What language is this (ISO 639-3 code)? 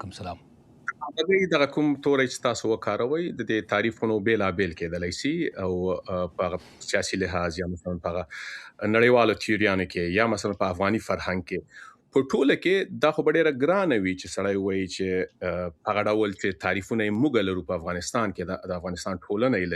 pus